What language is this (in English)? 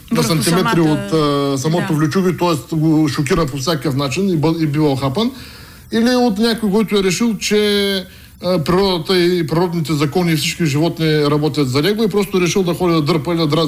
Bulgarian